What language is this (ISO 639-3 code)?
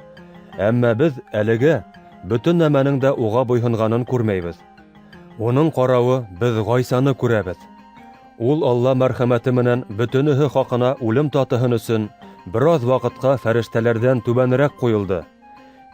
bak